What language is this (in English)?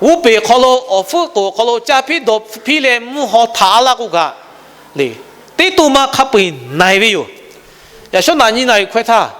Lahu